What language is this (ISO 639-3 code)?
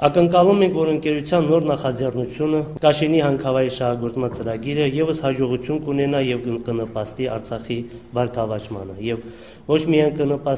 hye